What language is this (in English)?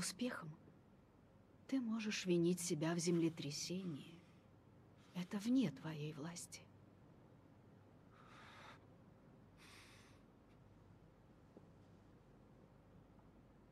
Russian